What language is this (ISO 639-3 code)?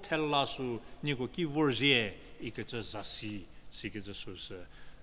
njm